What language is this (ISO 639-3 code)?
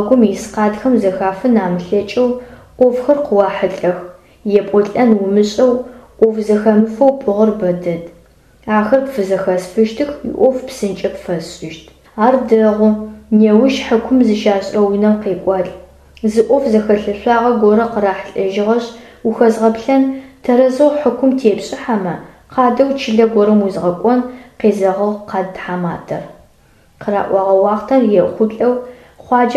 ady